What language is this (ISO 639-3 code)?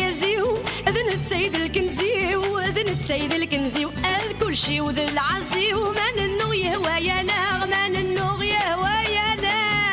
kab